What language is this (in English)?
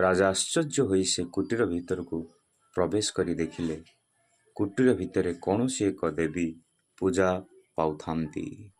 Odia